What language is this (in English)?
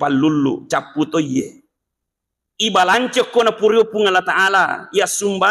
Buginese